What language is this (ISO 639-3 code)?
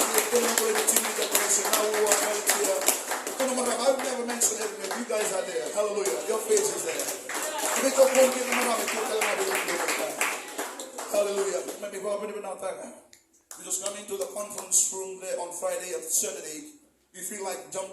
fij